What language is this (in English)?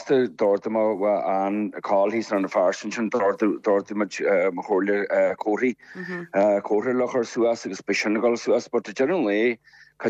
Irish